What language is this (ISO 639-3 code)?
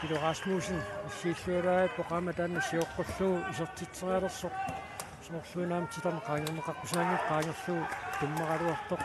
kal